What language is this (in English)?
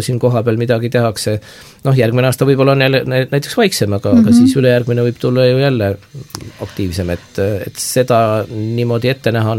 Estonian